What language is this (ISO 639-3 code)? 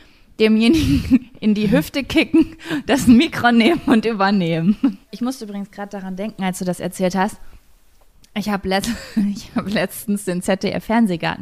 deu